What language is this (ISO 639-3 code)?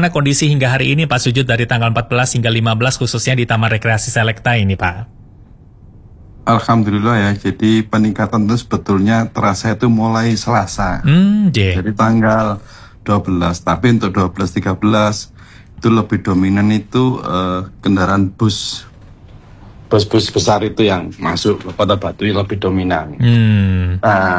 ind